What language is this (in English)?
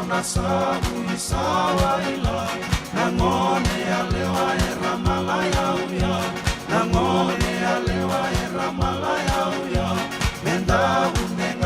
Fijian